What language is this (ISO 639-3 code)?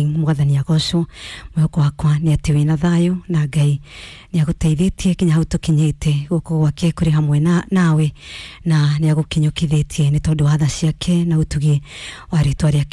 kik